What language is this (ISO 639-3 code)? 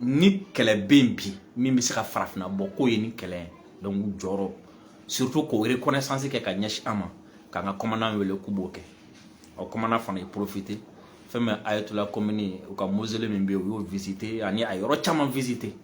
bam